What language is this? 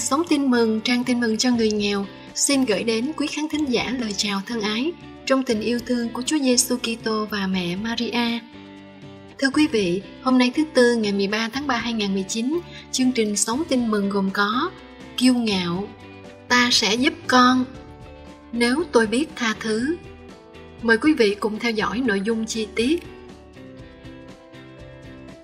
Vietnamese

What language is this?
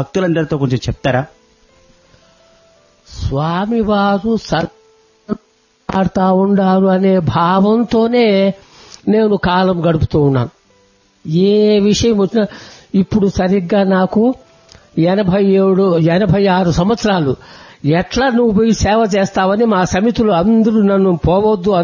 Telugu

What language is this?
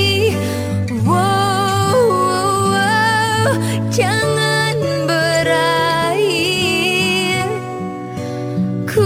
Indonesian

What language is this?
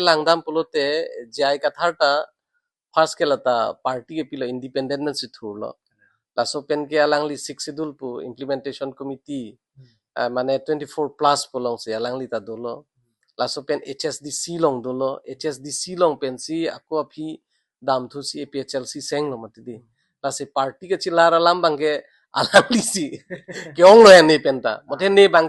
Karbi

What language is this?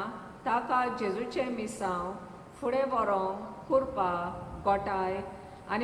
Konkani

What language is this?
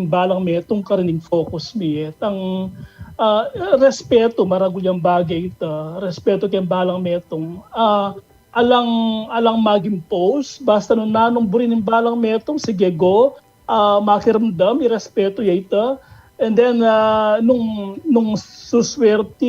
Pampanga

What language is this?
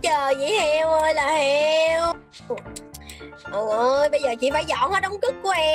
Vietnamese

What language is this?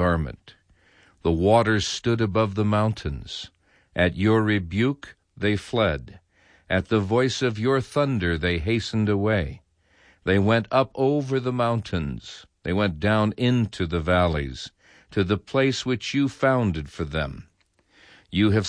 English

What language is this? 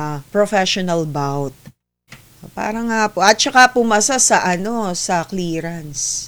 Filipino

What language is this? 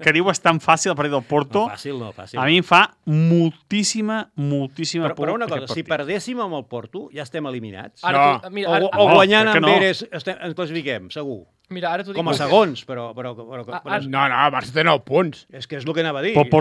Catalan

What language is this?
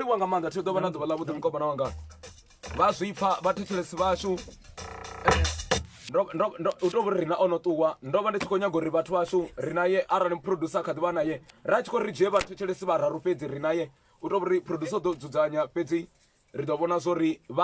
Venda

